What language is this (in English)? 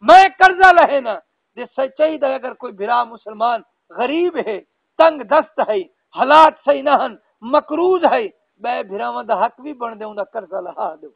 Saraiki